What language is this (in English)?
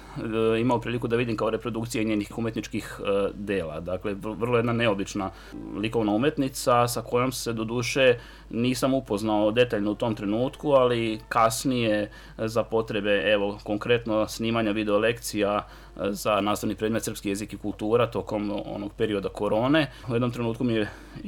Serbian